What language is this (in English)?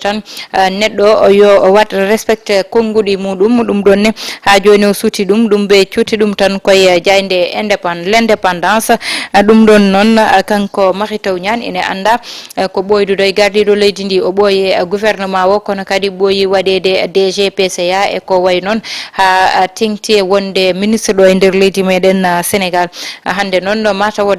Fula